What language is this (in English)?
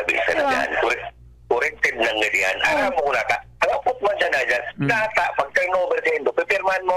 Bikol